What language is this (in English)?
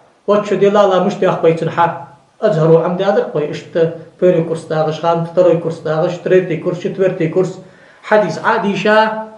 Ingush